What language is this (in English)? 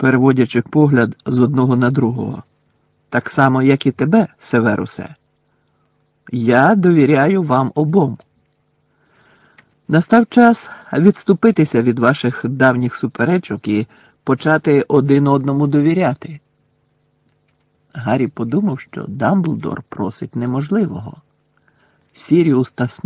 Ukrainian